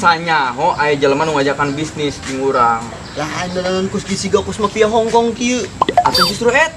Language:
Sundanese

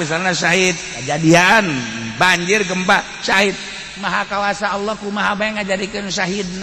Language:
Sundanese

